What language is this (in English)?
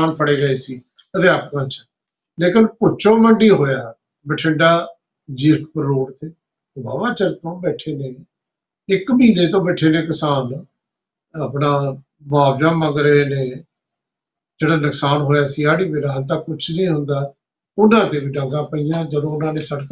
Punjabi